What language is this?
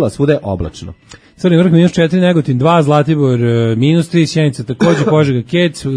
Serbian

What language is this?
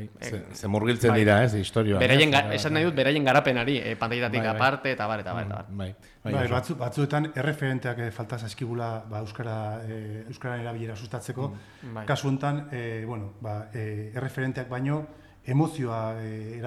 Basque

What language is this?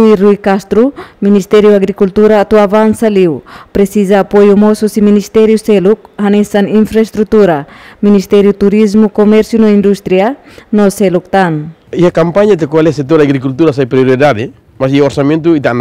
Tetum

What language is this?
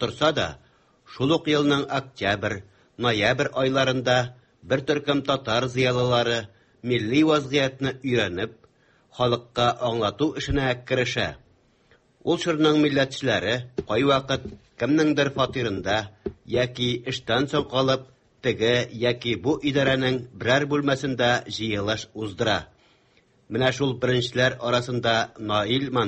Tatar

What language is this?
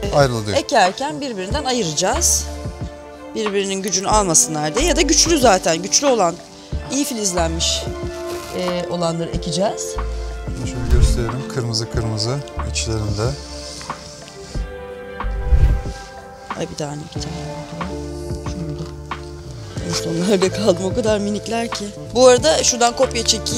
Turkish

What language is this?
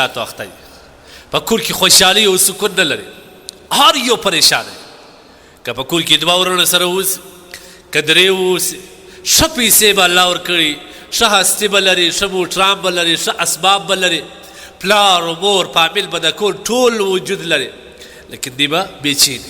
Pashto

